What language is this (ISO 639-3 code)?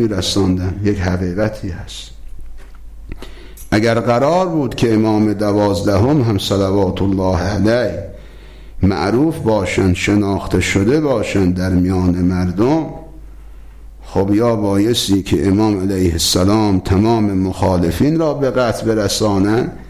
fas